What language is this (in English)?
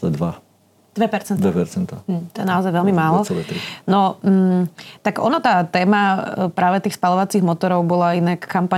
Slovak